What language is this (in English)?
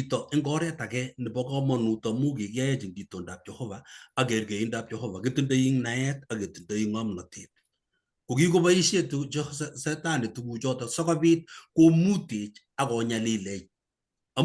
Kalenjin